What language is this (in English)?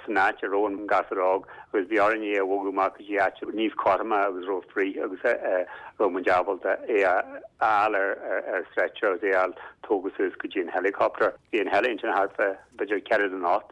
Irish